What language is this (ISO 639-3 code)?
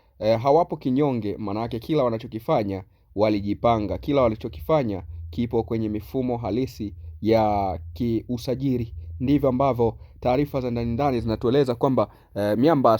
swa